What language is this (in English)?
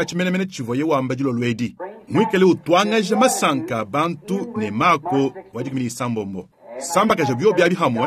Luba-Lulua